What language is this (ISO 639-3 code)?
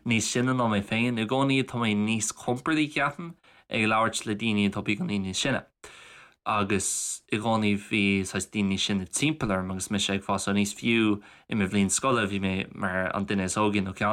gle